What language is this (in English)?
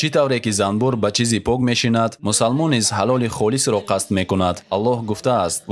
Tajik